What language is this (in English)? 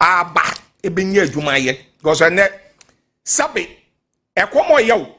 Akan